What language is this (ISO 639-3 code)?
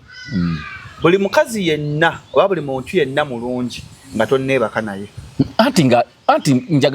lug